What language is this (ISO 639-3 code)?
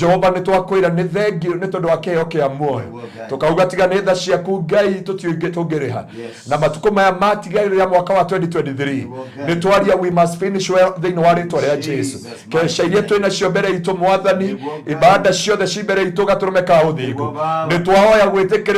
kik